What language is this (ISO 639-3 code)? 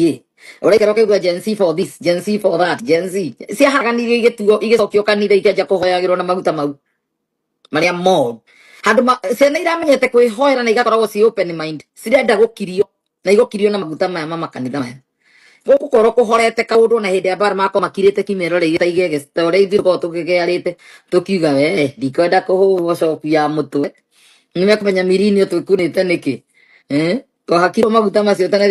kik